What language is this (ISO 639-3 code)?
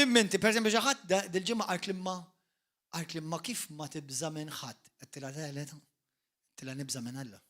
mlt